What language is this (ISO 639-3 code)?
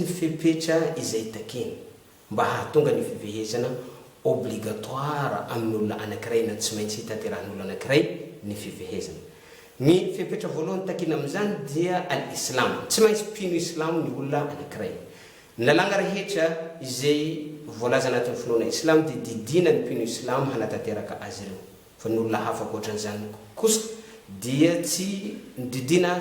mlg